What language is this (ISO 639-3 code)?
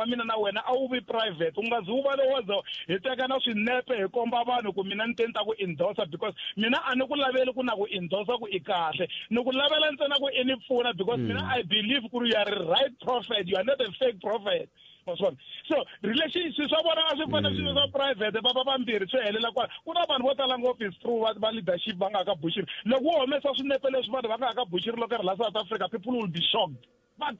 tso